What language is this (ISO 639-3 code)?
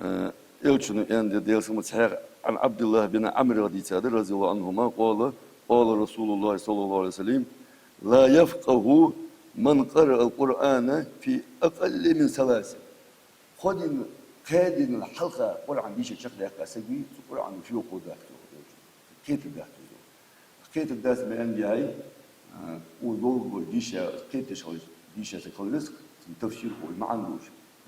inh